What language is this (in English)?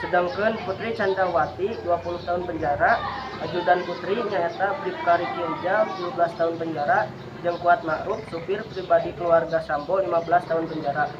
Sundanese